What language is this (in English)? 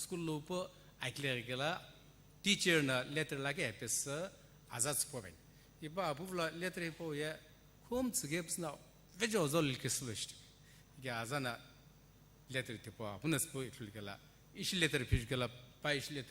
Sumi Naga